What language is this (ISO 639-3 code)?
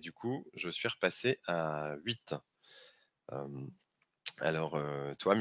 fra